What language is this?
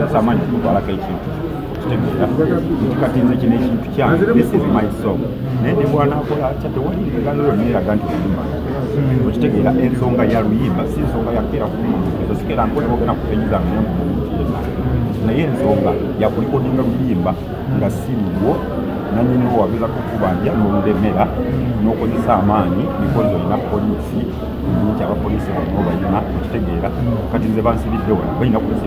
Ganda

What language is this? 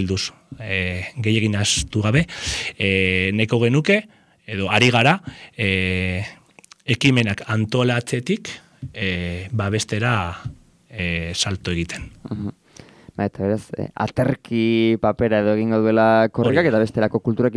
Basque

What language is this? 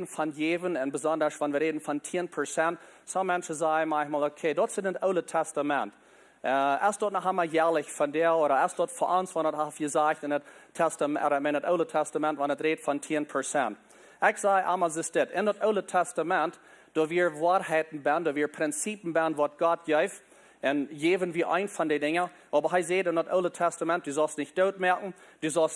Plautdietsch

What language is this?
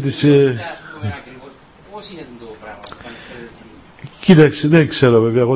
Greek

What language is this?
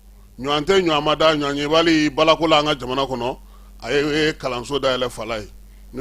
Bambara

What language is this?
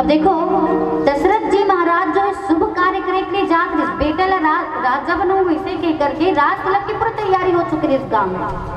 Chhattisgarhi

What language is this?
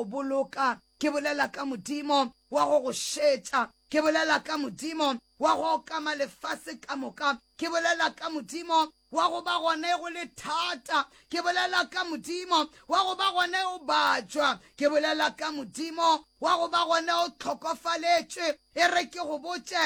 Northern Sotho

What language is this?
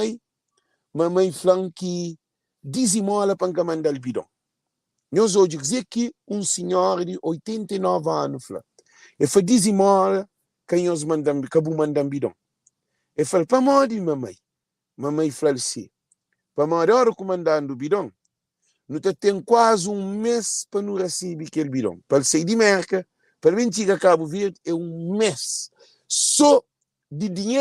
Kabuverdianu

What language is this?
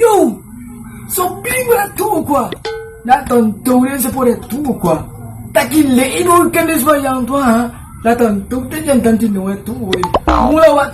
Minangkabau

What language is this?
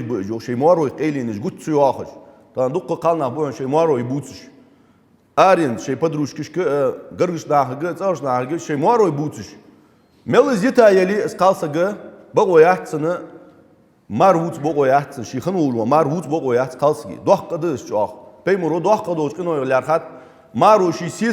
Ingush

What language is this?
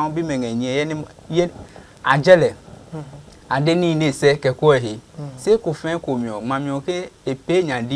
Adangme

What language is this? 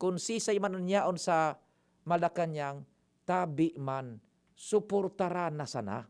Bikol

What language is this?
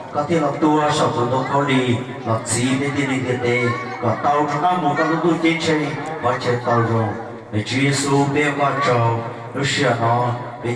Hmong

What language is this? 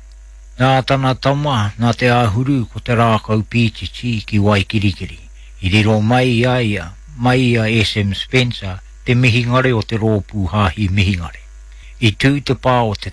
Māori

